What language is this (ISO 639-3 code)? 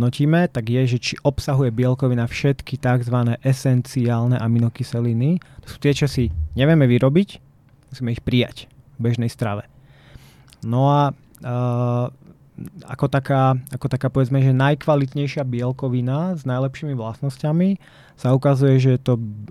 slk